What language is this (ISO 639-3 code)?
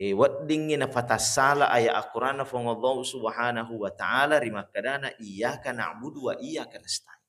bug